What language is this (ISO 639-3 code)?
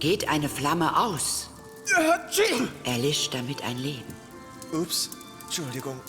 gsw